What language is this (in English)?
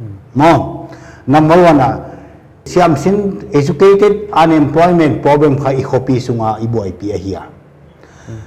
Paite Chin